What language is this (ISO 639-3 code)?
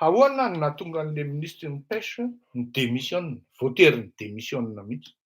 mlg